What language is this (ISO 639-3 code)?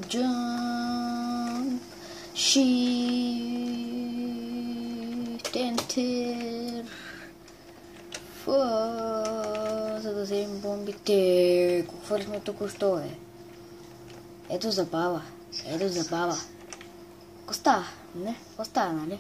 bul